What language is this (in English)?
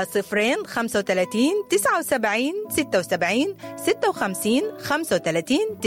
Sudanese Arabic